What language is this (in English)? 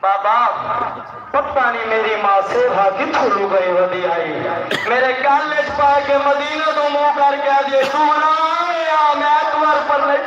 Saraiki